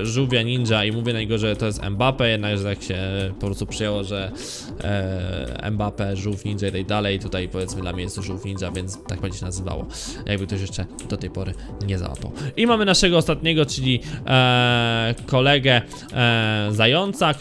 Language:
Polish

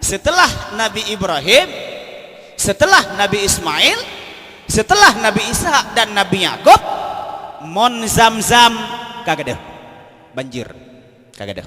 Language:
Achinese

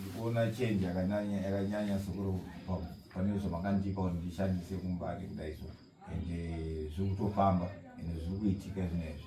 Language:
Shona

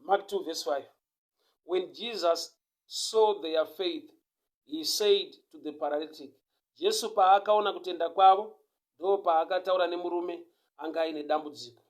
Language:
Shona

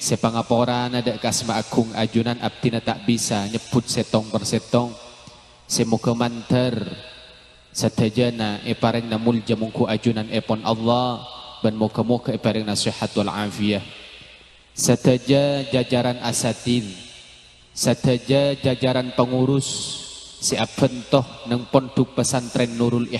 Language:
Madurese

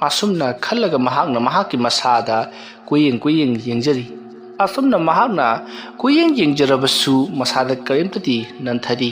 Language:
Manipuri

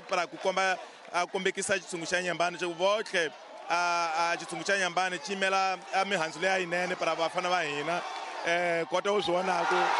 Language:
Tsonga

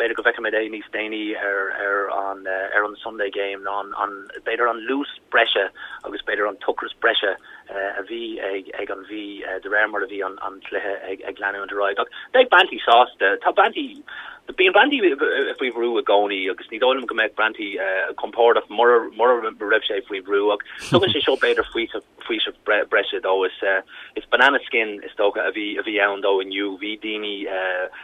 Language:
Irish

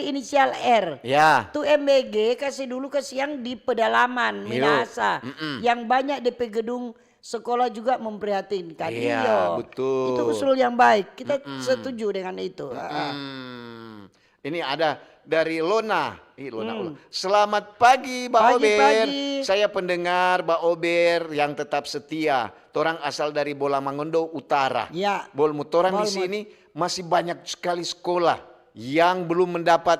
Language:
Manado Malay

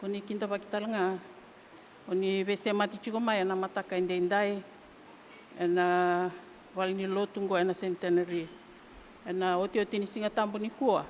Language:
Fijian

